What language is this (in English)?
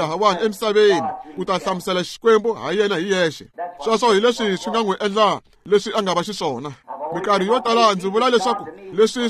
Tsonga